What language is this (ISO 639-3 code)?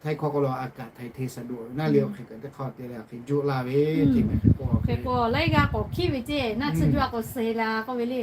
lhu